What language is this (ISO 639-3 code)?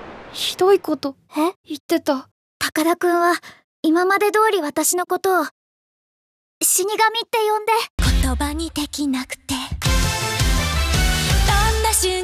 jpn